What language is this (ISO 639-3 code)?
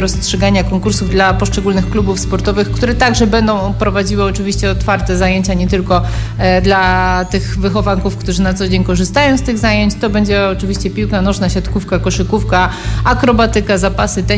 pol